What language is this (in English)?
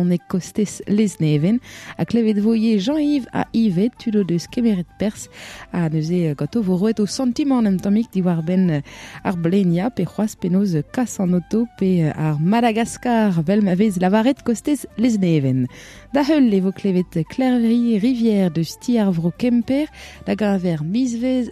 Breton